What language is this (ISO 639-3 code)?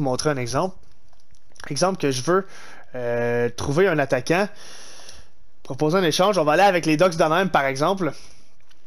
fra